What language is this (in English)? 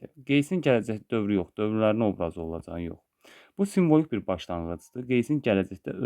Azerbaijani